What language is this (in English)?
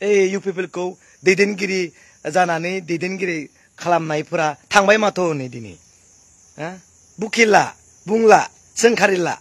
Bodo